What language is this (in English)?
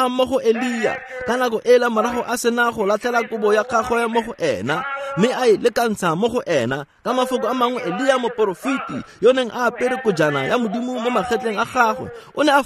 Tswana